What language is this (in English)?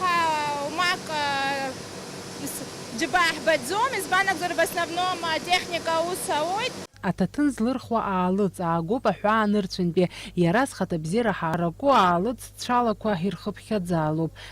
Abkhazian